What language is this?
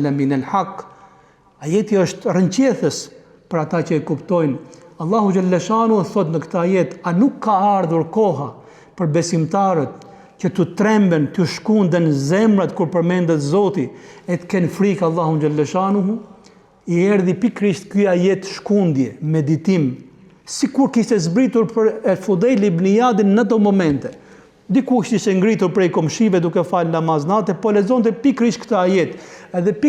Albanian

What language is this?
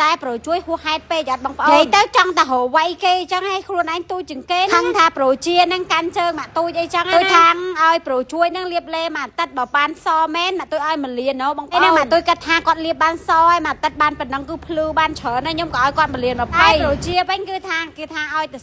Khmer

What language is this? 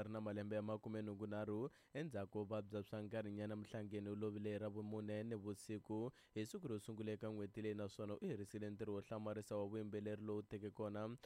Tsonga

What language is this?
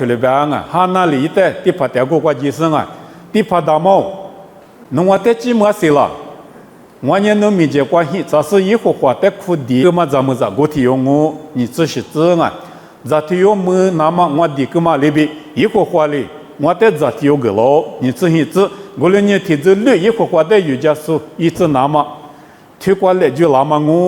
Lisu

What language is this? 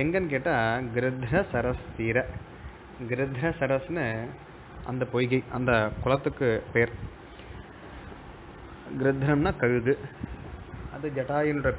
Tamil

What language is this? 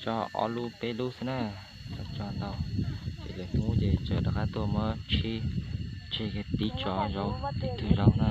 Hmong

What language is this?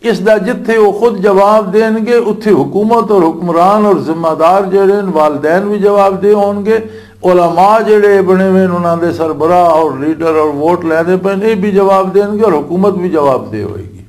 Western Panjabi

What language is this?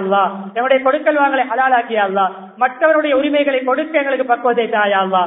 Tamil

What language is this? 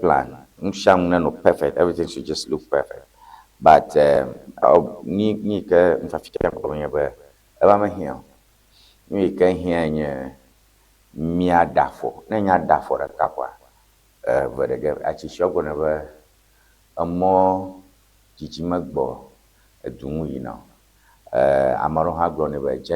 Ewe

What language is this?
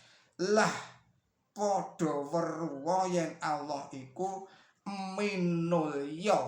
Javanese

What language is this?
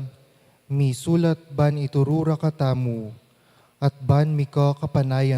Pampanga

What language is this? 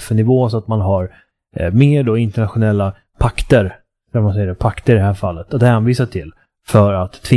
Swedish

